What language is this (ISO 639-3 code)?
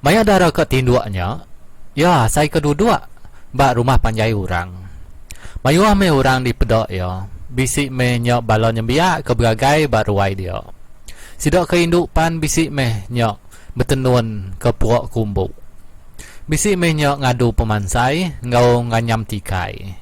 iba